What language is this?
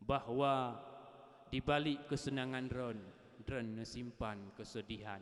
Achinese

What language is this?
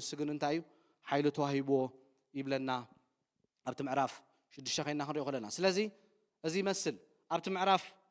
Tigrinya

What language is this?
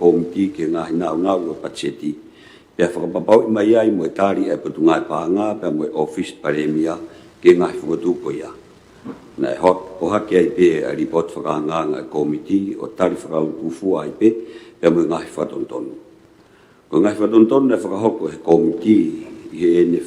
Tongan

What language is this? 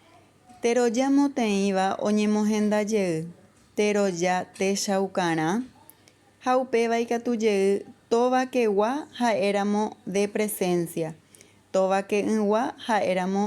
Guarani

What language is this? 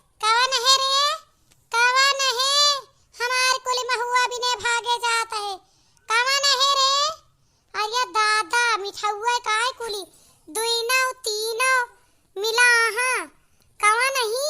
Awadhi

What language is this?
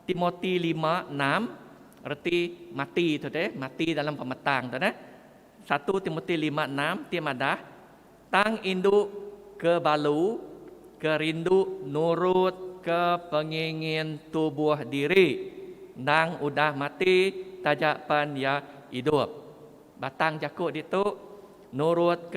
Iban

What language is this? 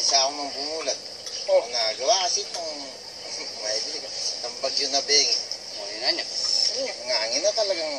Pampanga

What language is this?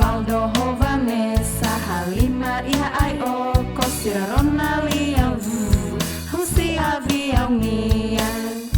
Tetum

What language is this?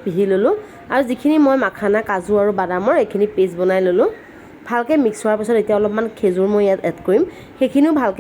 Assamese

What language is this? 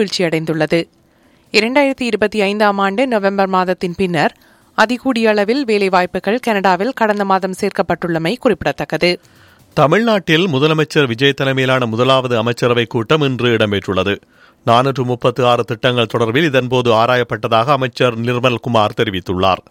Tamil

